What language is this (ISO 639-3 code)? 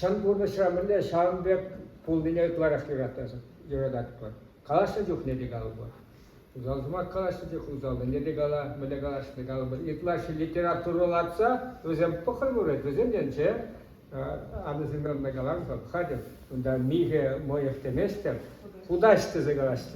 chv